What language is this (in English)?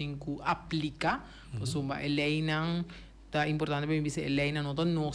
Papiamento